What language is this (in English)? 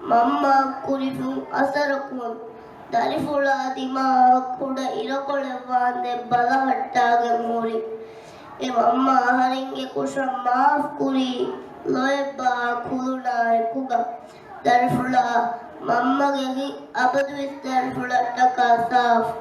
Divehi